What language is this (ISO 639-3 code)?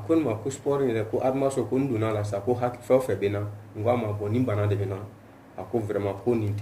bam